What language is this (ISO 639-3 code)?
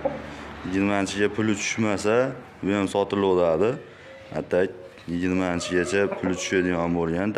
uzb